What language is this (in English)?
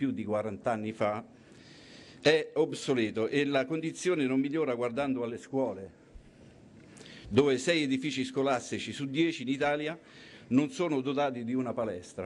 Italian